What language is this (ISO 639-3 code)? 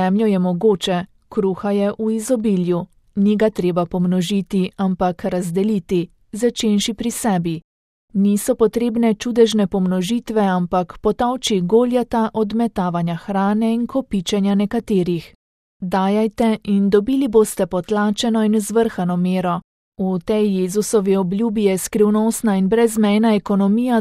slv